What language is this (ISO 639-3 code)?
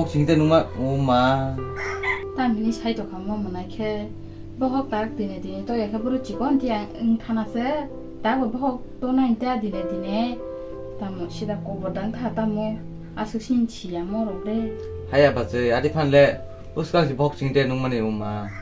trp